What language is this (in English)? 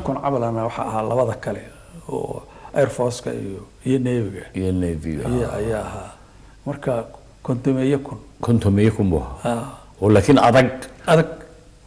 Somali